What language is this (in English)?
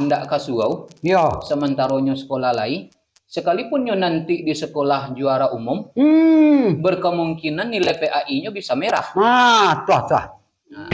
Minangkabau